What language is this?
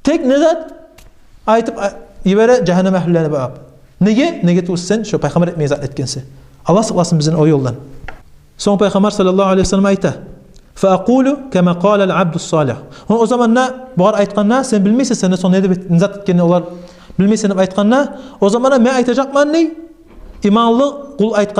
Kumyk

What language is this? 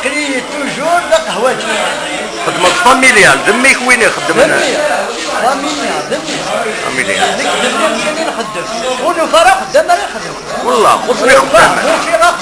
Kabyle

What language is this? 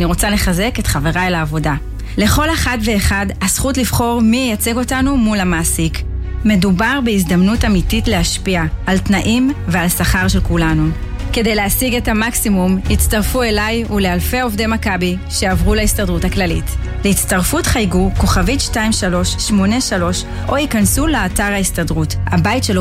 Hebrew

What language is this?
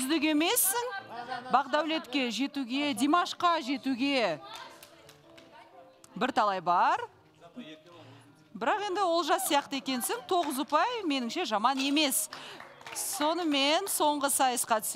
Kazakh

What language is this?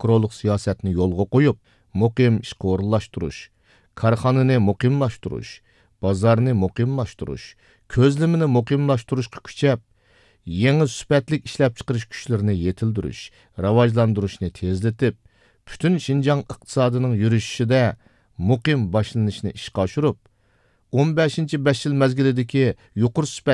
Uyghur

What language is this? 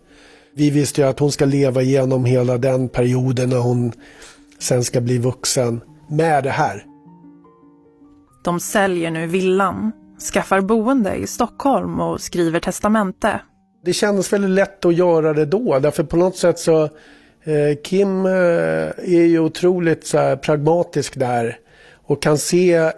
Swedish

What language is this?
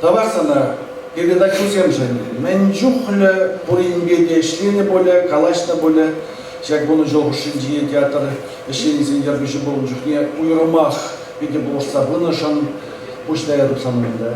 Chuvash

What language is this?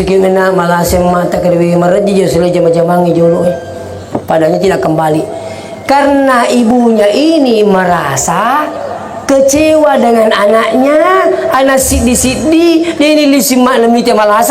Buginese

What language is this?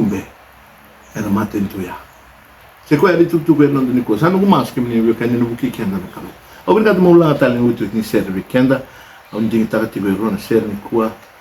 Fijian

